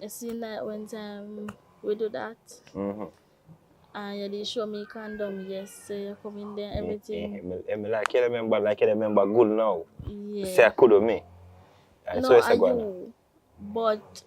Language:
Jamaican Creole English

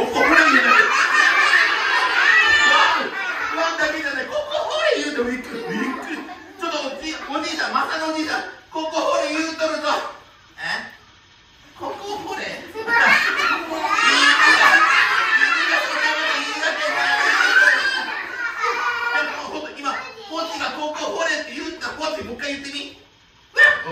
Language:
Japanese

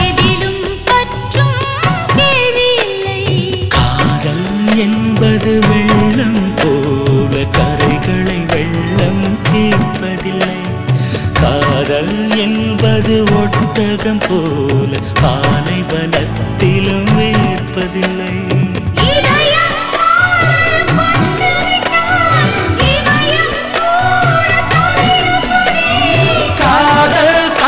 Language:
Tamil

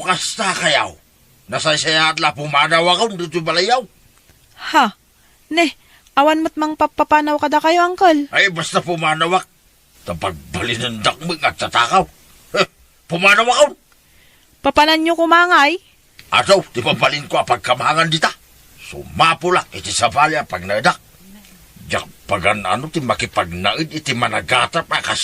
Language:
Iloko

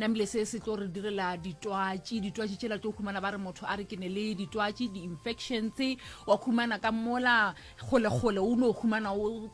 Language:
Northern Sotho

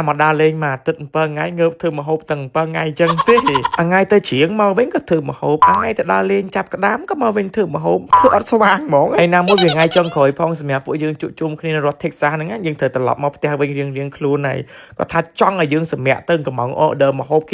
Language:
Khmer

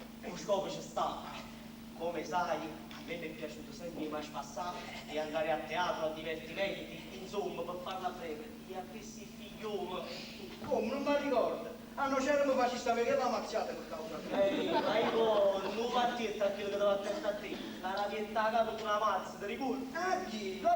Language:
Neapolitan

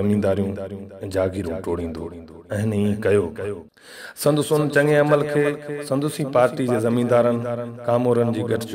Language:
Sindhi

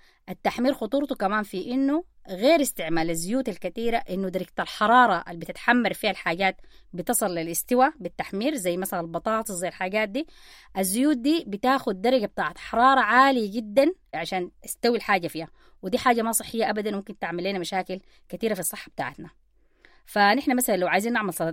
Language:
Sudanese Arabic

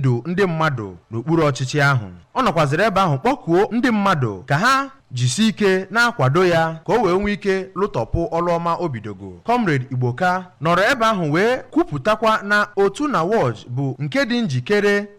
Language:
Igbo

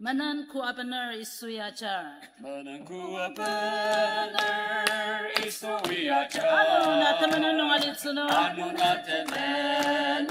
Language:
Ao Naga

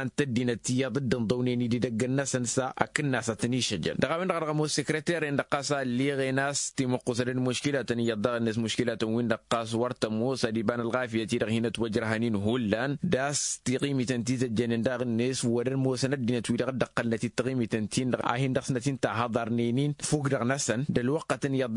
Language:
Tamasheq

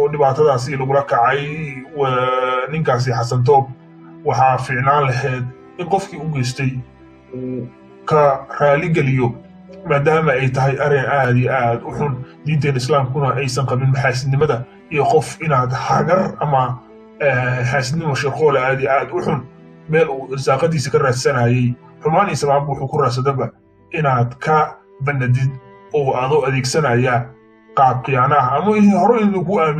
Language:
Somali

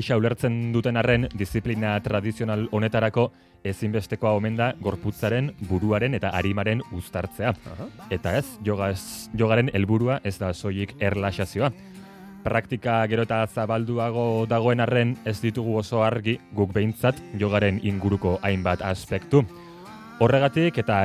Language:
Basque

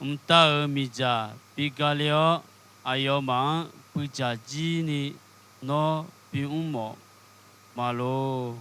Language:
Akha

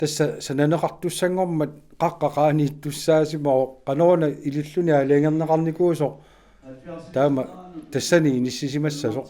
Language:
Kalaallisut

